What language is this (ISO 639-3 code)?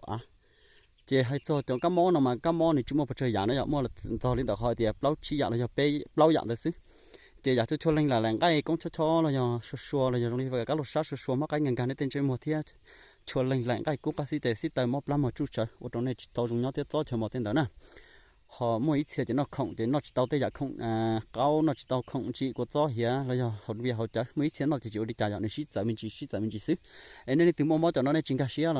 hmn